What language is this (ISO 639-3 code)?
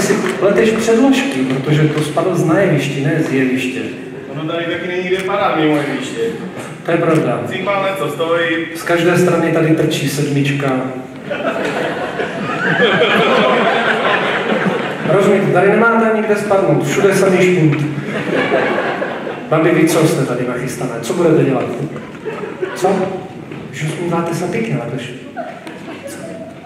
ces